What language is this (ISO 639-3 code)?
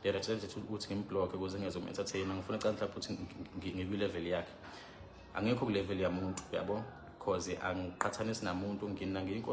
zul